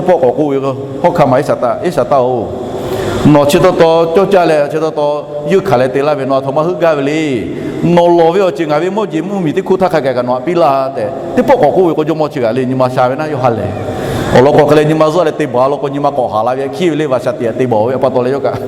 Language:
Lahu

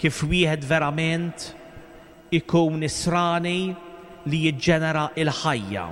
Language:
Maltese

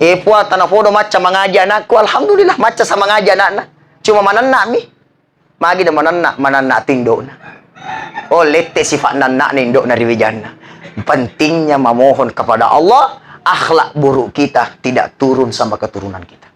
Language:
Buginese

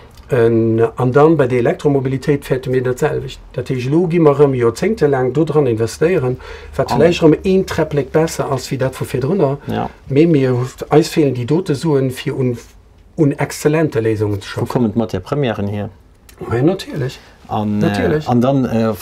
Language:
Luxembourgish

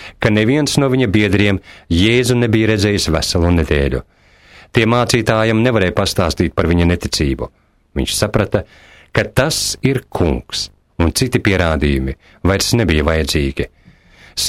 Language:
Latvian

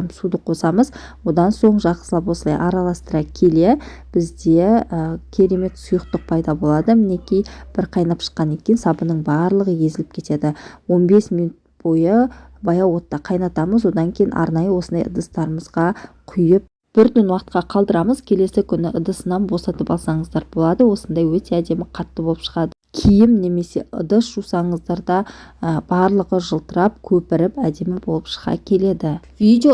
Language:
Kazakh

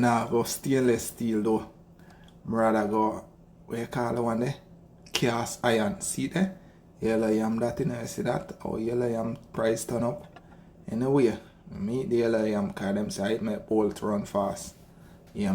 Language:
Jamaican Creole English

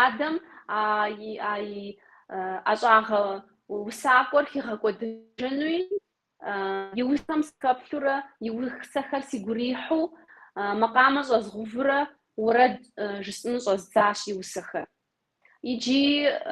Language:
Kabardian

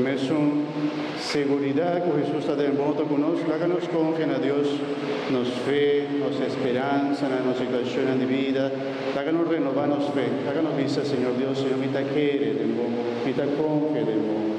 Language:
Papiamento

